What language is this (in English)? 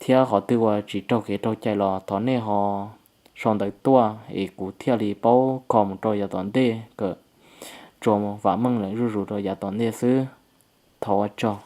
Hmong